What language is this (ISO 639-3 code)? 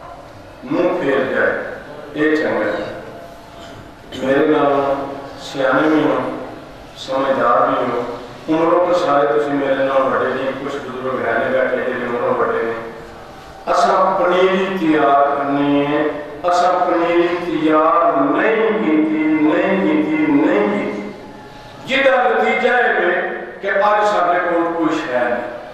urd